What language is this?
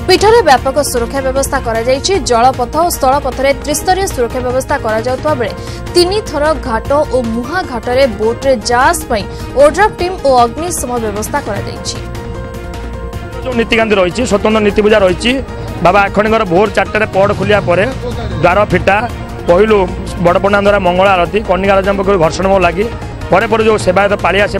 Odia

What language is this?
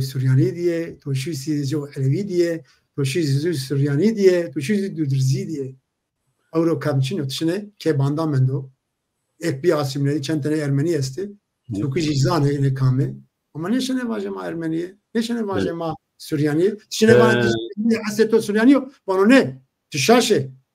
Zaza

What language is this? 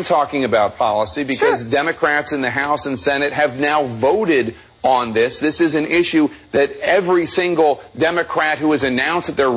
English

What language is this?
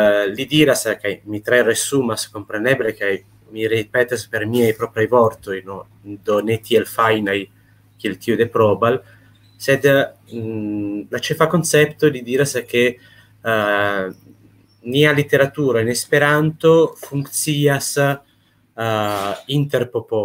Esperanto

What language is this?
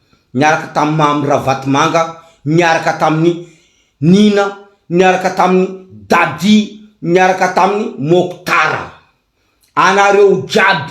Malagasy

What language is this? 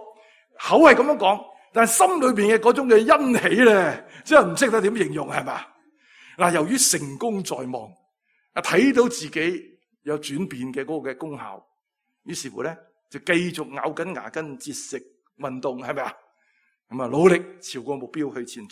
Cantonese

